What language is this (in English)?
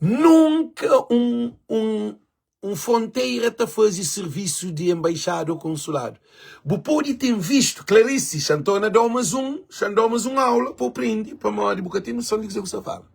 Kabuverdianu